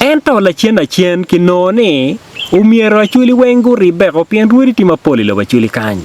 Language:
Acoli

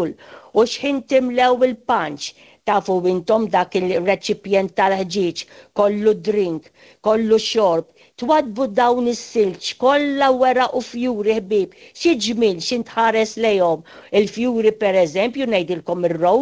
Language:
Maltese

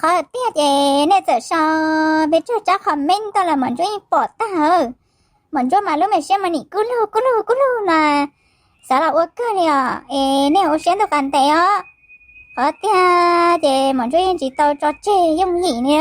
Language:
Hmong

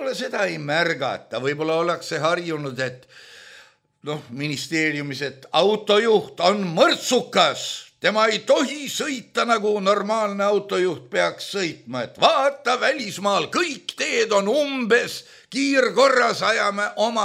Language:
Estonian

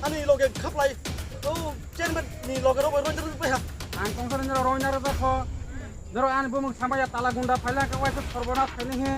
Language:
Kok Borok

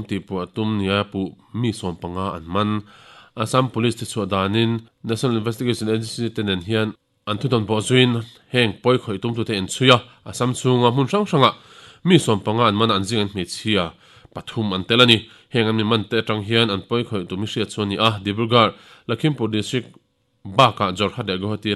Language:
Mizo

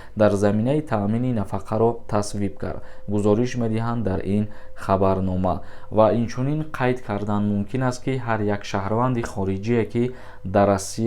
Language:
Tajik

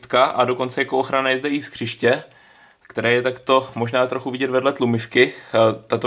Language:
Czech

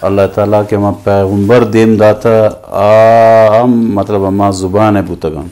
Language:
Eastern Balochi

